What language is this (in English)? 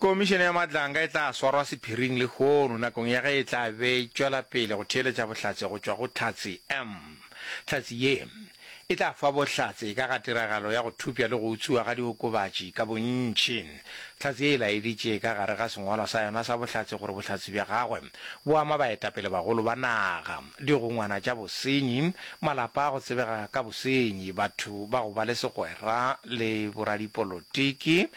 Northern Sotho